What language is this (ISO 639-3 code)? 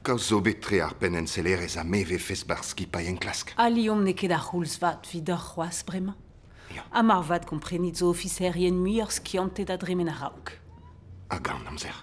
bre